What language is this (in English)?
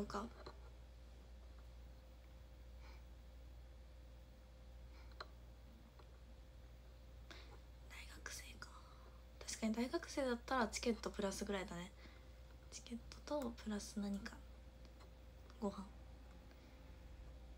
Japanese